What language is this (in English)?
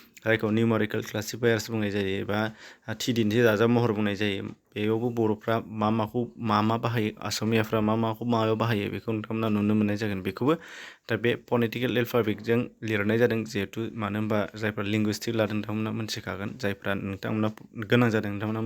Bodo